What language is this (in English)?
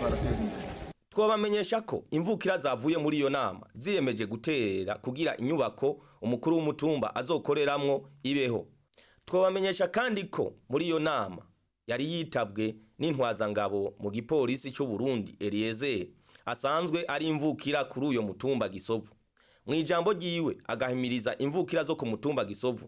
Rundi